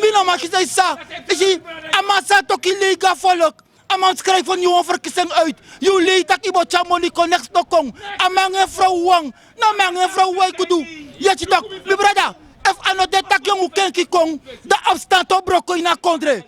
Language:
Sranan Tongo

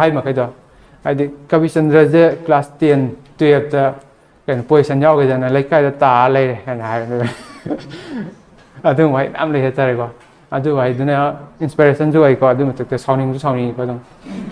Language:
Manipuri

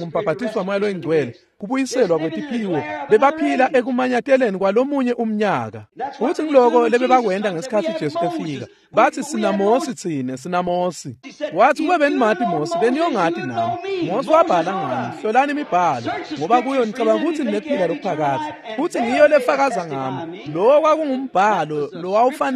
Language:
Swati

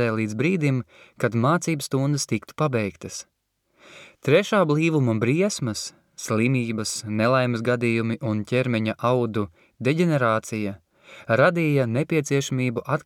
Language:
Latvian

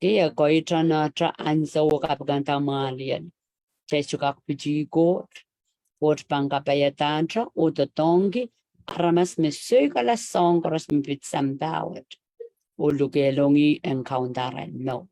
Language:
Pohnpeian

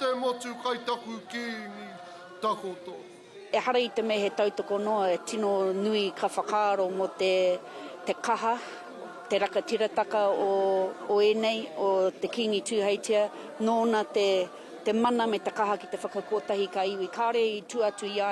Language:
Māori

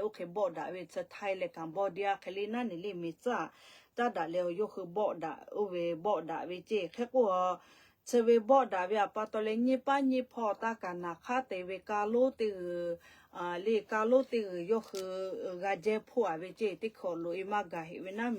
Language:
Lahu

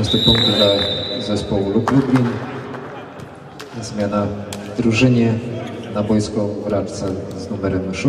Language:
Polish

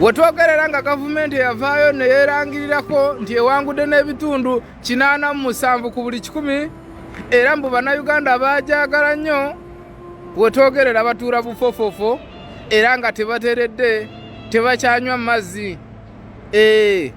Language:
Ganda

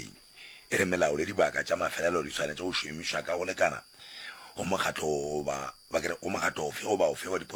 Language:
Northern Sotho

